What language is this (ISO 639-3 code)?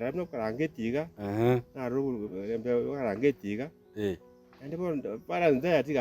guz